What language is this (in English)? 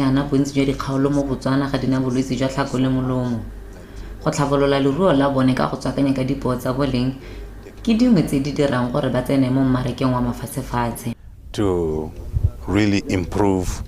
Tswana